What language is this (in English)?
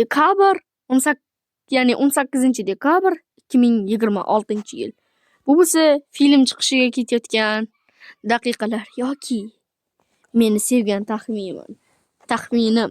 Uzbek